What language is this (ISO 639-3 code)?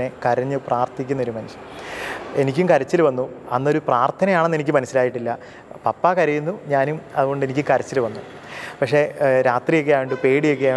mal